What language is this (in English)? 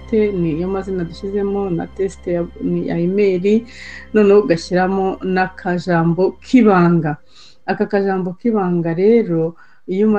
Kinyarwanda